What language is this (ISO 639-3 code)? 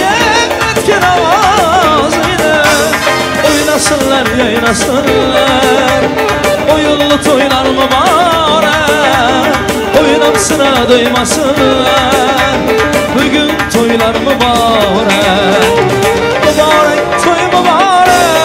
tuk